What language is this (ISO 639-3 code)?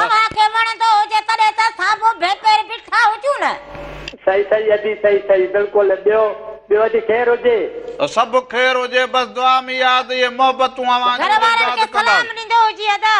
snd